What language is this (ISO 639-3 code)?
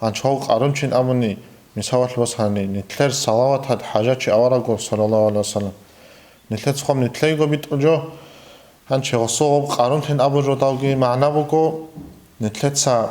ava